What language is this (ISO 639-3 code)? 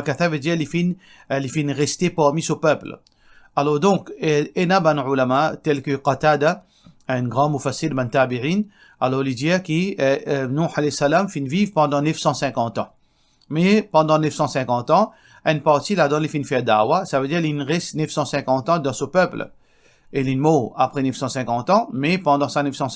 mfe